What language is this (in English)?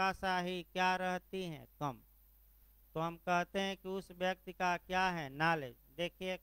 Hindi